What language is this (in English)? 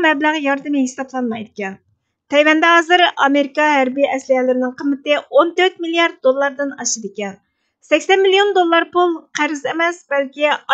Uyghur